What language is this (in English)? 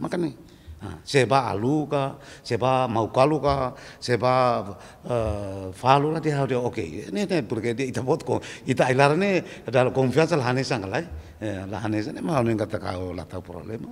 Tetum